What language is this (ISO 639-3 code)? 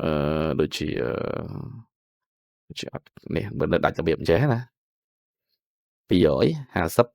khm